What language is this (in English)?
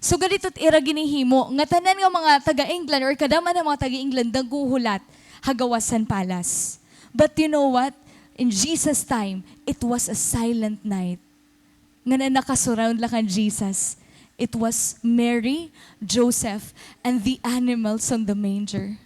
Waray